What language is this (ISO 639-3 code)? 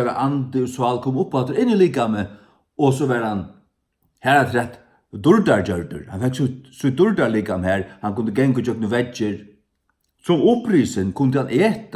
fao